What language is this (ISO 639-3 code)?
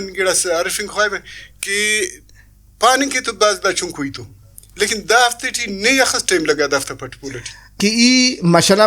brh